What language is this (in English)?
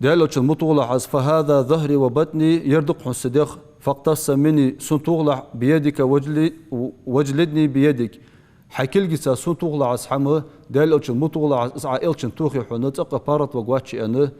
Ingush